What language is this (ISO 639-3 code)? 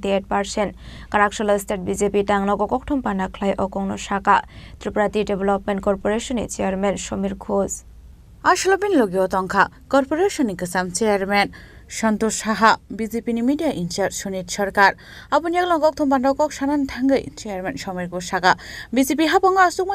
trp